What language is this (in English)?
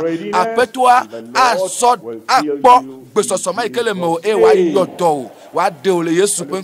Ewe